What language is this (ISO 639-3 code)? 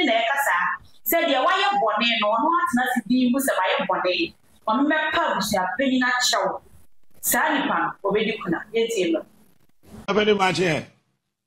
aka